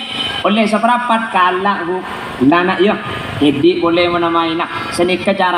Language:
Madurese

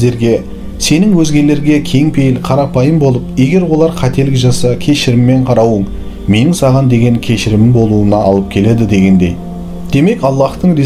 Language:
Kazakh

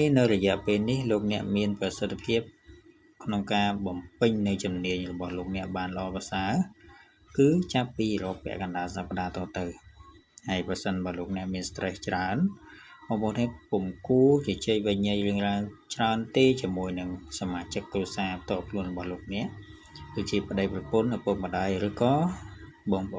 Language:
Khmer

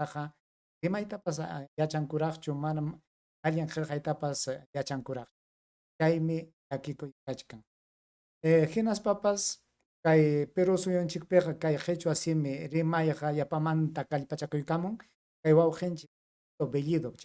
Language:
Ayacucho Quechua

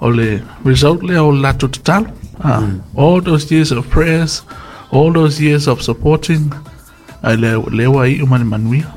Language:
Samoan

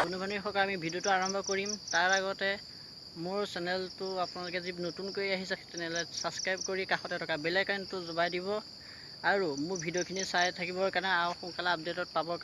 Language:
Assamese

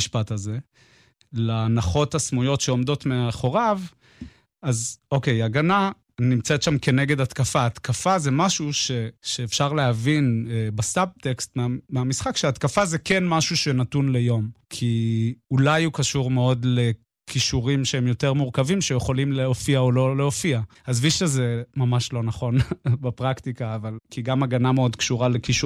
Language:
Hebrew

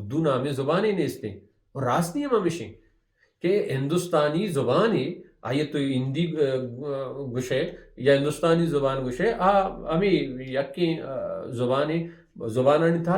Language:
Baluchi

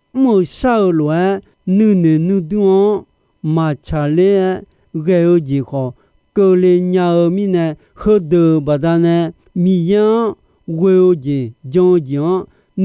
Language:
Akha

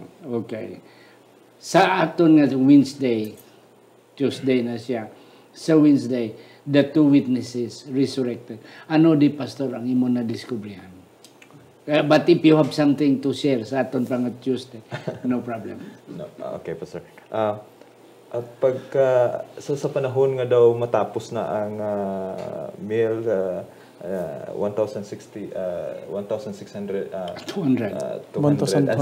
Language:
Hiligaynon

